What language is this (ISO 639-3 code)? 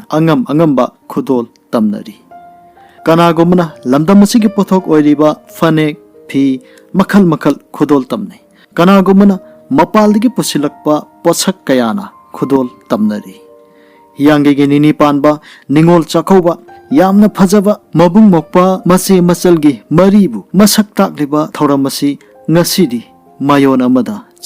mni